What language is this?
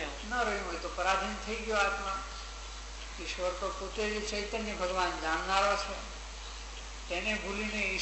Gujarati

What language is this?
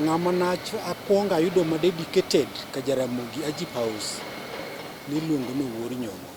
Luo (Kenya and Tanzania)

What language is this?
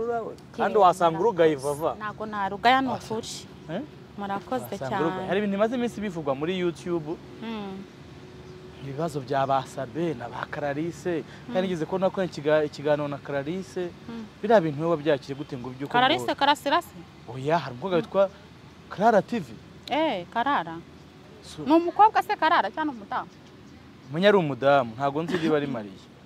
Kinyarwanda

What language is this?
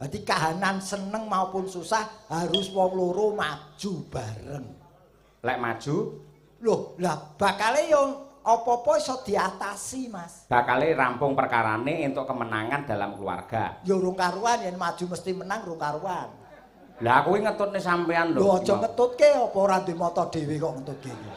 Javanese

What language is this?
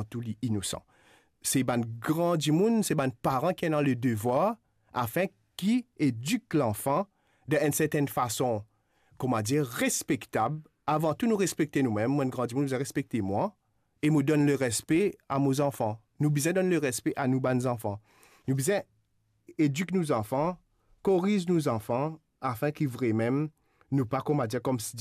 Morisyen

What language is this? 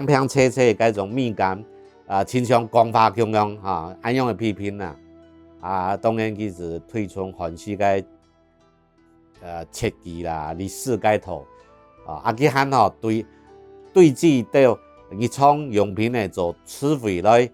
Hakka Chinese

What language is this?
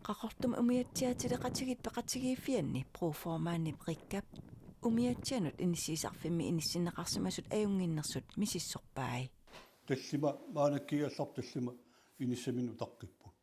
Kalaallisut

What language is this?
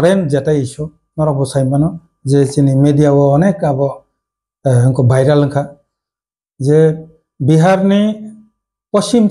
Kok Borok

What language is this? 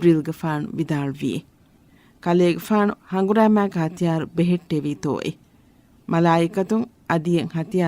Divehi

